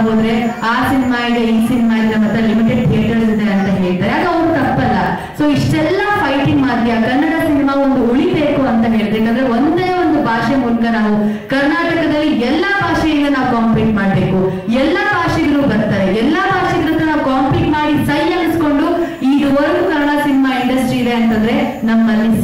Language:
Kannada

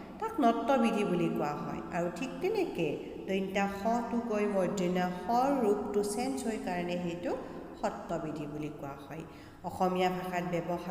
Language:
Assamese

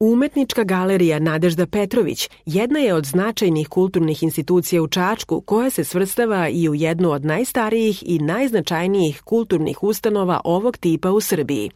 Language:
Serbian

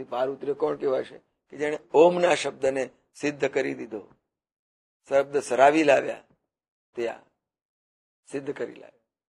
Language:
Gujarati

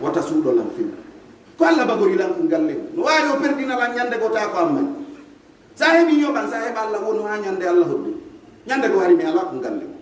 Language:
Pular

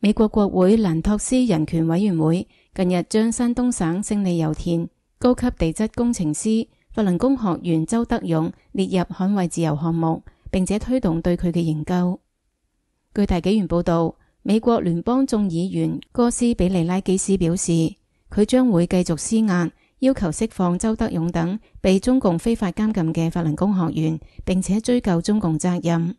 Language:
Cantonese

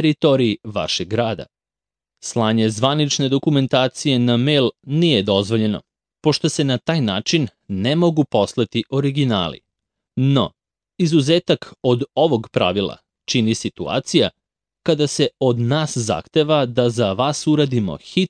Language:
Serbian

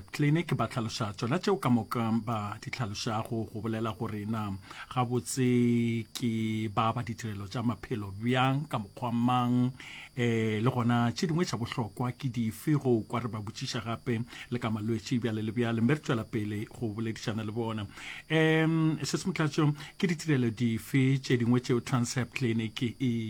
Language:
Northern Sotho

